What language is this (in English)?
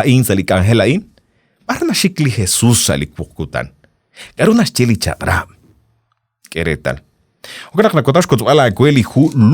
Kekchí